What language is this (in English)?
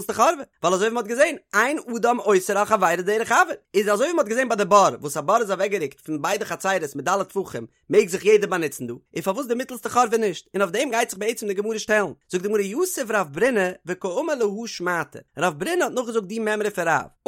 Yiddish